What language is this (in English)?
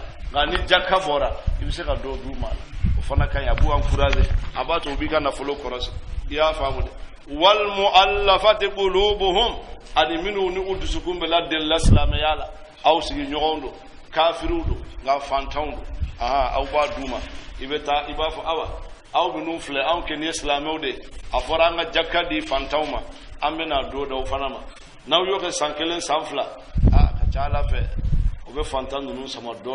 Bambara